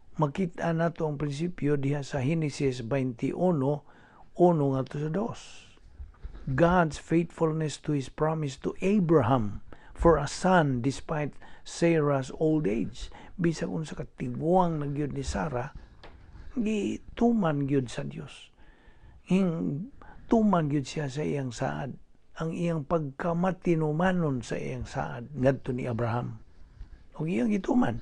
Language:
Cebuano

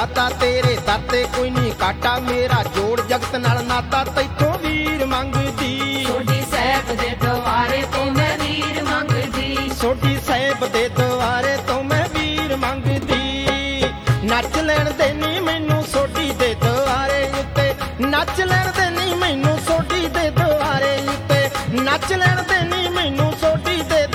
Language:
Punjabi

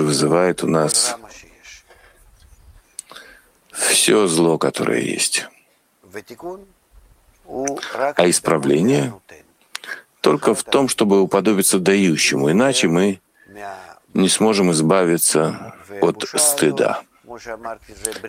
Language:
Russian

